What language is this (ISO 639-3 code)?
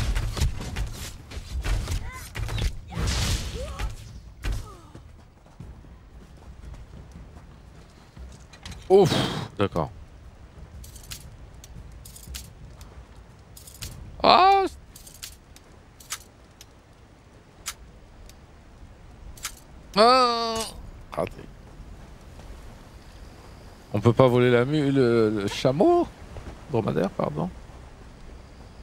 fra